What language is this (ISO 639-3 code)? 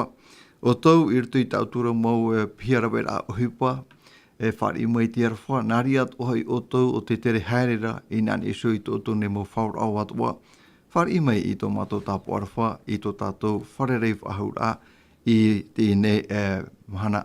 tah